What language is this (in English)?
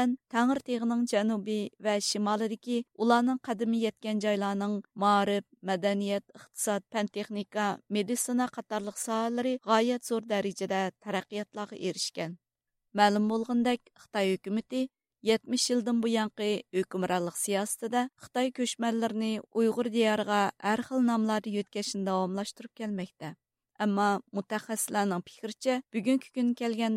Uyghur